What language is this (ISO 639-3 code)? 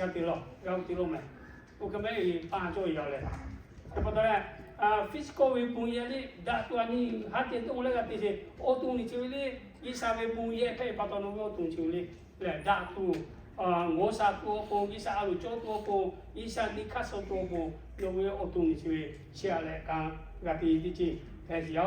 lhu